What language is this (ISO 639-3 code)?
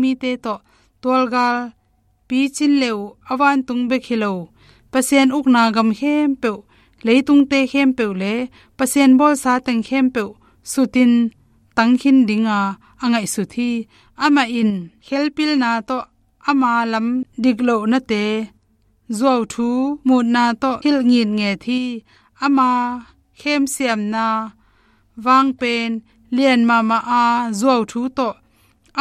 ctd